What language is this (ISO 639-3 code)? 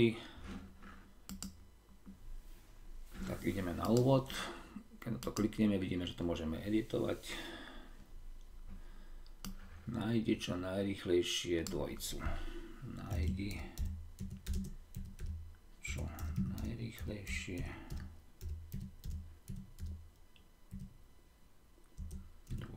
slk